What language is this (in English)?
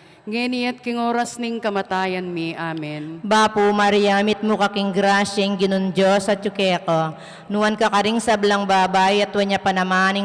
Pampanga